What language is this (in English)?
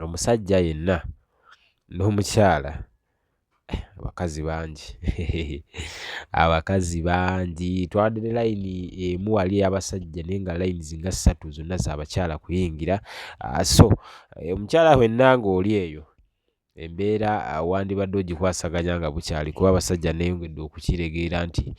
Ganda